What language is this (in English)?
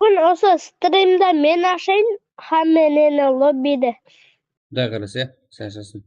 Kara-Kalpak